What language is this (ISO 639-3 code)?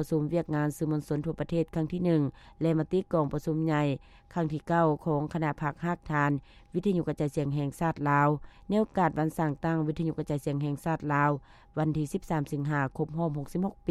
lao